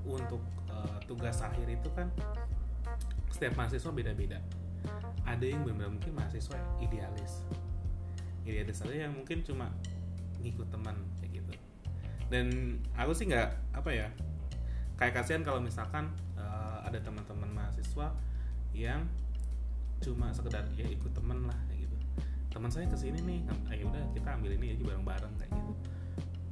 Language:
Indonesian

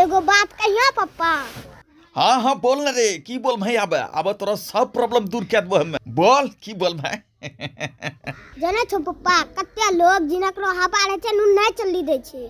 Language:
Angika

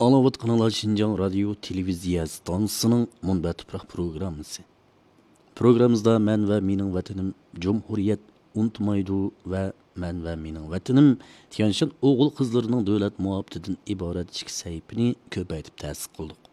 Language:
Uyghur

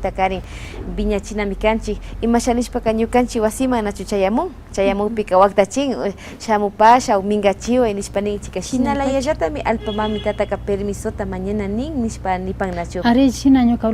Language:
Imbabura Highland Quichua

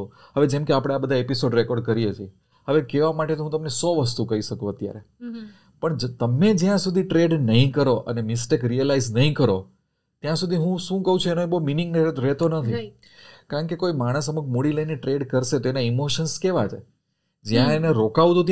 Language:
Gujarati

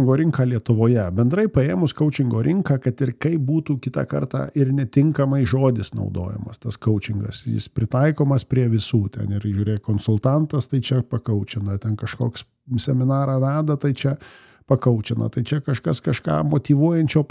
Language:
Lithuanian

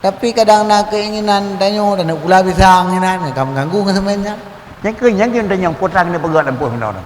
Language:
Achinese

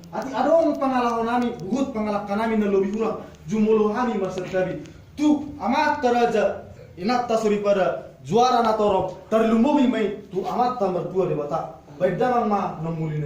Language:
Batak Toba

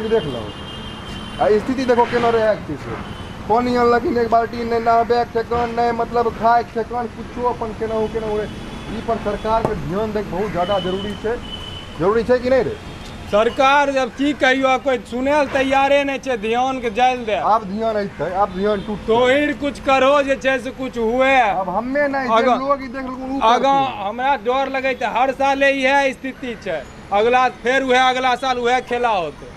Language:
Maithili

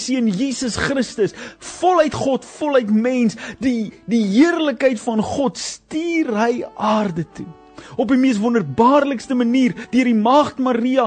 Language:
Afrikaans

